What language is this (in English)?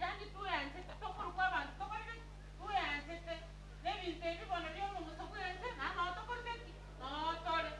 Gusii